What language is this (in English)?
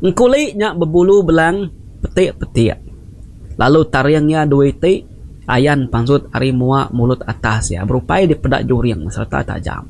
Iban